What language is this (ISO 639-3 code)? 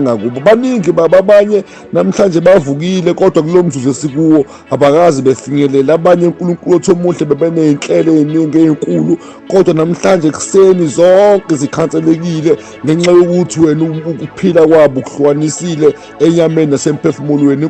zul